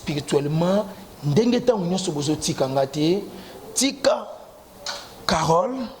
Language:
Lingala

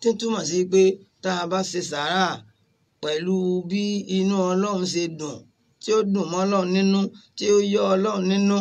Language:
Yoruba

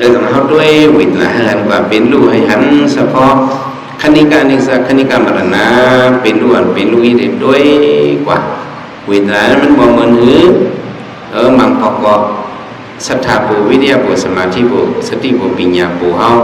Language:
Shan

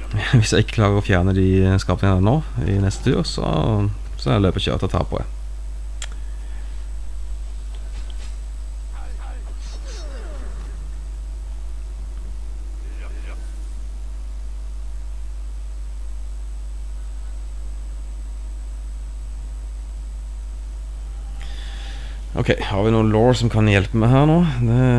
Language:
Norwegian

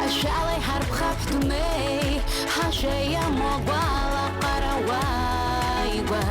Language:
Abkhazian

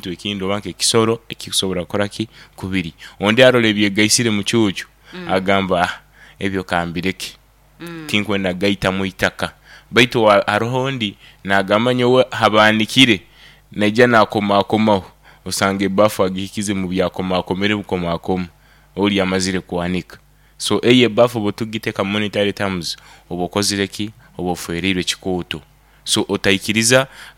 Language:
Nyankole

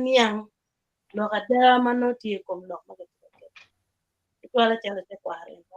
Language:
Acoli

